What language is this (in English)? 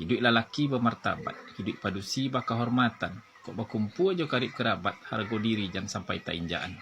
Minangkabau